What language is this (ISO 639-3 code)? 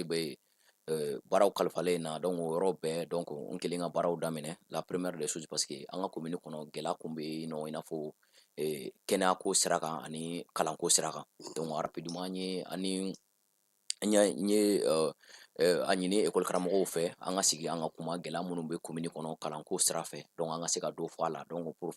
bam